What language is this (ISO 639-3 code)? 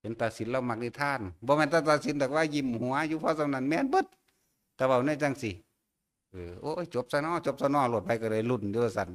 tts